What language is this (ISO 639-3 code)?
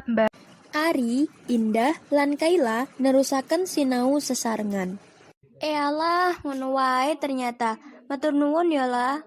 jav